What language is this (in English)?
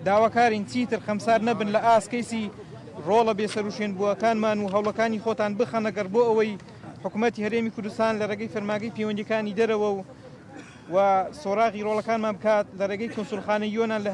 Central Kurdish